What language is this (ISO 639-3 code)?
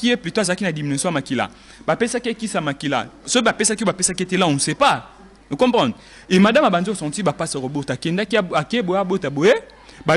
lin